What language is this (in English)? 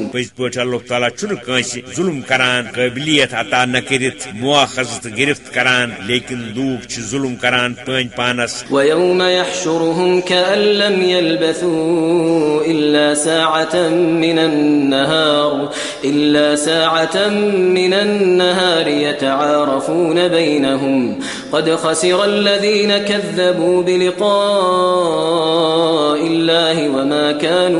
Kashmiri